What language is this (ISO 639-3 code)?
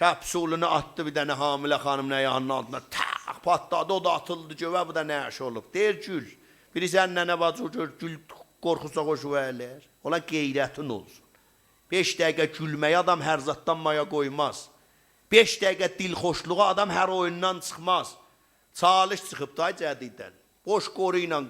azb